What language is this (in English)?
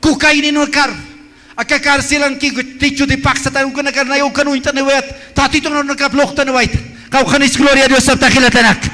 Aymara